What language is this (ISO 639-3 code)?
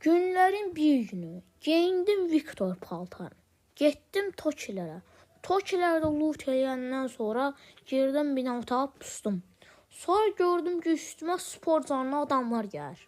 aze